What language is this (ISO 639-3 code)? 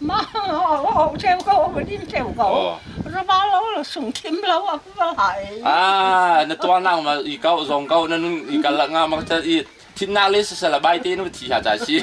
cnh